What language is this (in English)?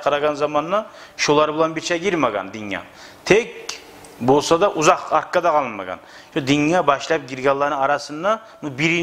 Kumyk